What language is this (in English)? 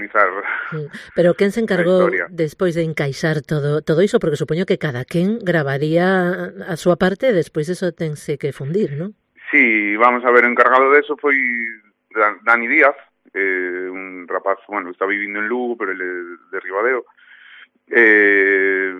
Galician